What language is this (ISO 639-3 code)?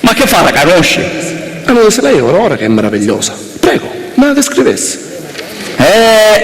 scn